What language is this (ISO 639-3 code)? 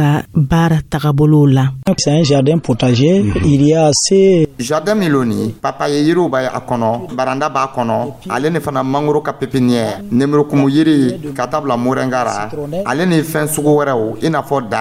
dyu